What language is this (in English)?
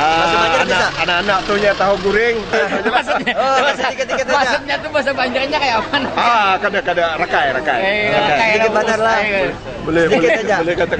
Banjar